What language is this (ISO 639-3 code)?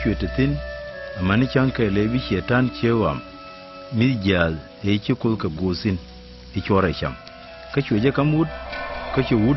nus